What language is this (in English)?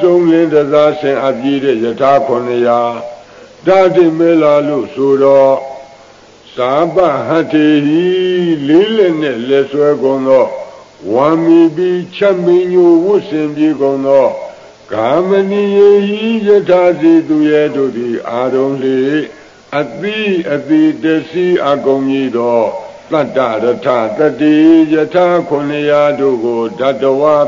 Burmese